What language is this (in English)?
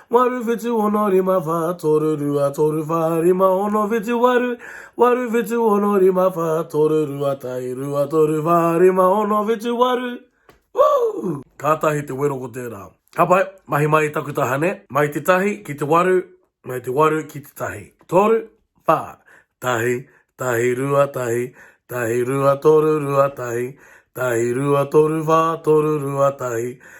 Māori